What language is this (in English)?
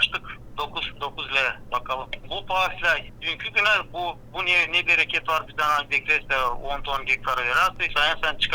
Gagauz